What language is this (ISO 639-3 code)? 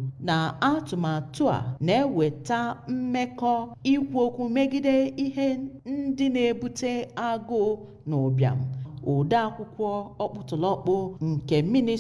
ibo